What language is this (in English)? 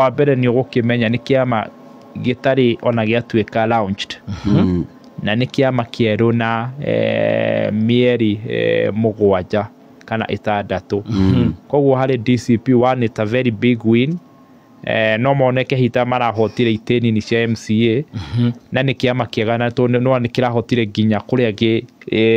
Kikuyu